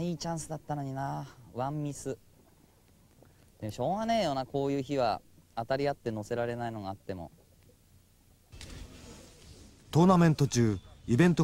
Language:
Japanese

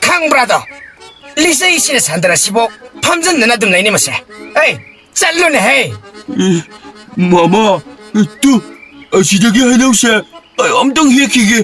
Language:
Manipuri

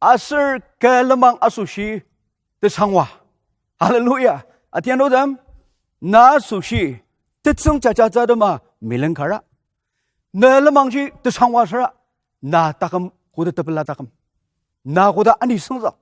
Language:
Ao Naga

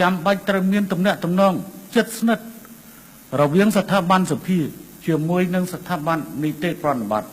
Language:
Khmer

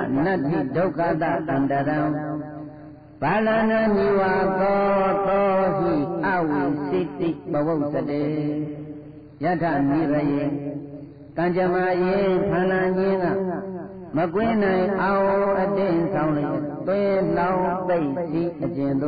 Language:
Burmese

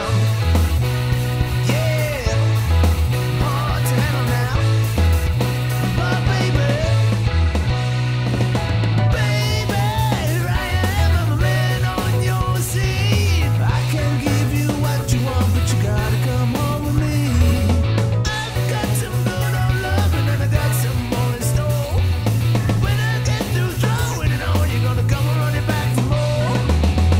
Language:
English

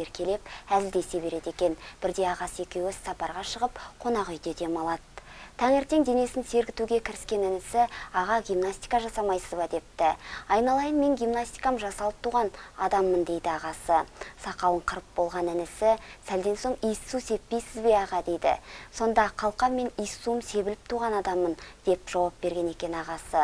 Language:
Kazakh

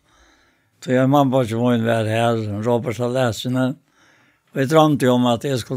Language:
Faroese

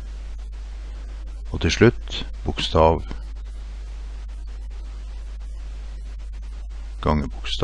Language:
Norwegian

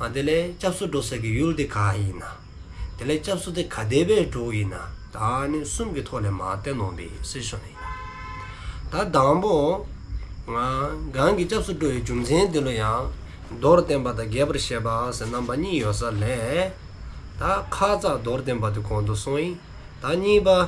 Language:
Dzongkha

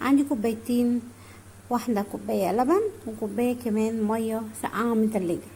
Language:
Egyptian Arabic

